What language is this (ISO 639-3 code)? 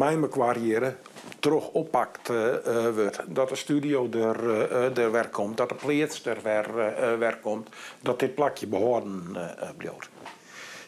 fry